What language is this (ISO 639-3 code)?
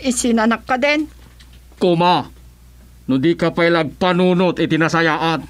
ilo